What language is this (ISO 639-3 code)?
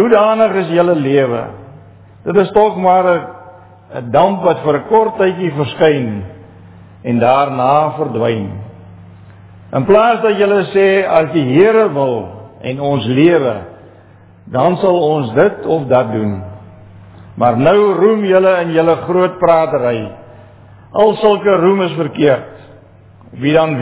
afr